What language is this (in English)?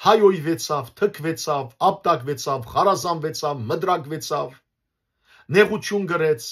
Western Armenian